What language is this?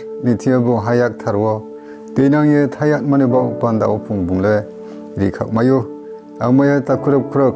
Riang (India)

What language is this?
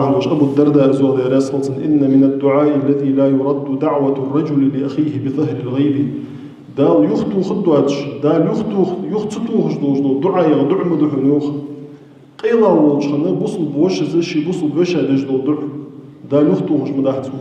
Ingush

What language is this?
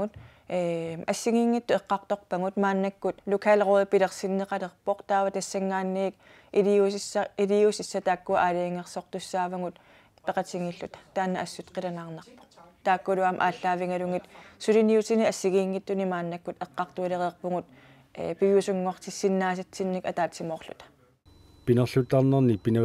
Kalaallisut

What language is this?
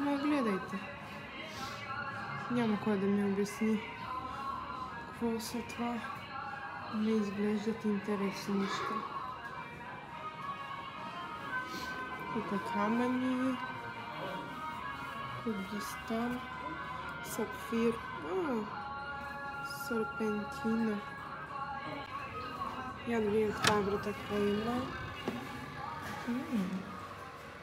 Bulgarian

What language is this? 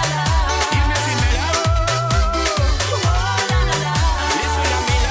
Morisyen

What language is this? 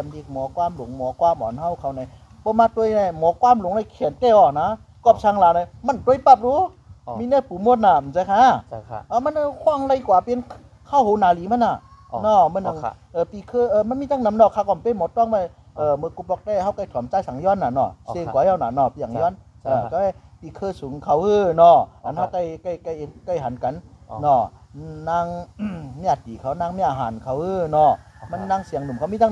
Shan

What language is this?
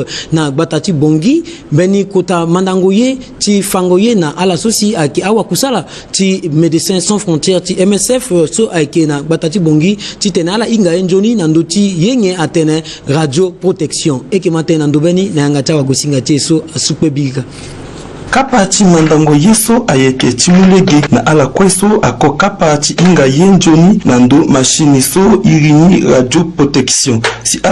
Sango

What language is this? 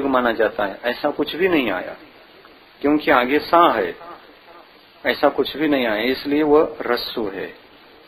Hindi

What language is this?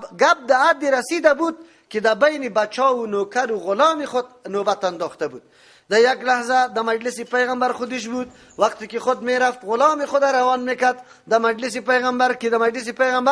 Persian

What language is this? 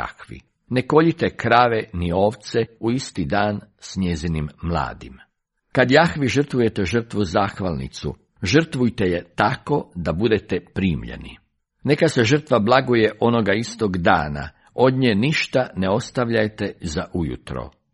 Croatian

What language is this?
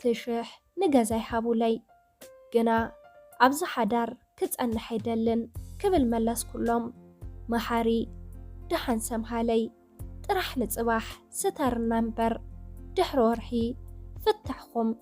Tigrinya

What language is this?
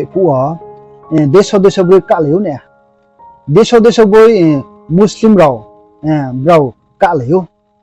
Riang (India)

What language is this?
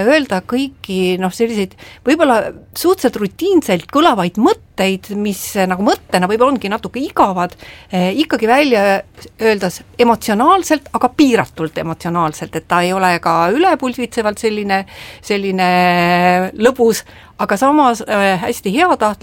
Estonian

